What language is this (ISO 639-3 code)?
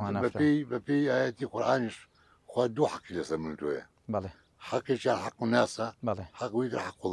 ckb